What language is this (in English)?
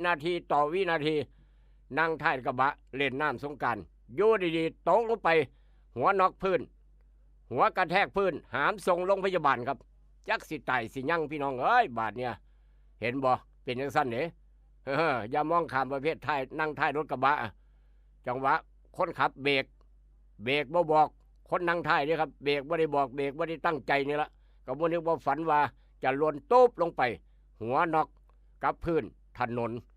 Lao